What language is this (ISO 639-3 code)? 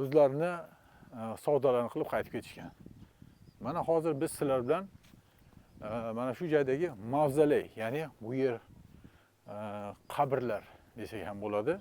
uzb